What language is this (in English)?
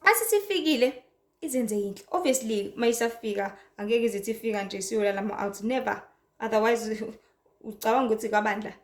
Zulu